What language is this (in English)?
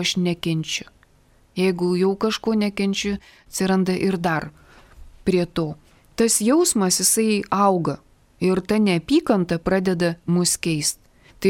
Lithuanian